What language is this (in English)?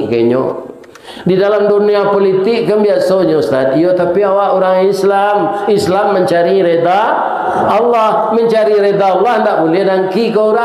Minangkabau